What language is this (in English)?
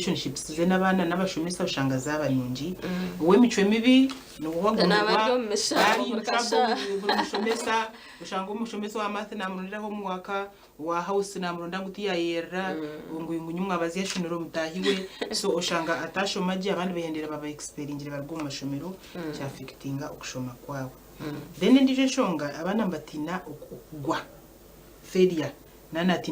Nyankole